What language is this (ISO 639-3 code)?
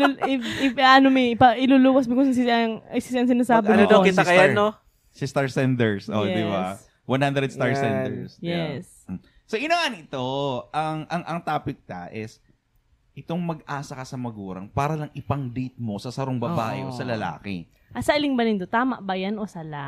bik